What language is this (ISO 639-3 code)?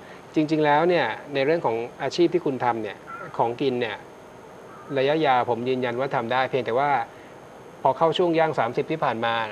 tha